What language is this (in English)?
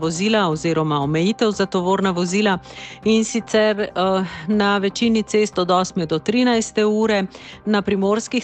Slovenian